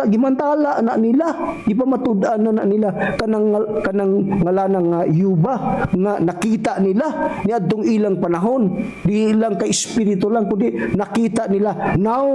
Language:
Cebuano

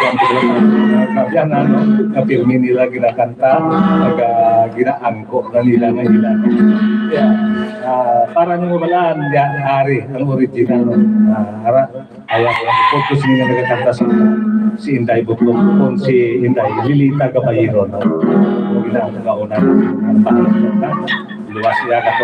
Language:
Hiligaynon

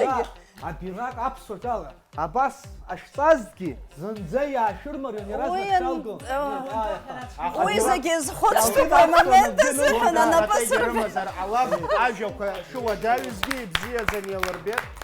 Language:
Abkhazian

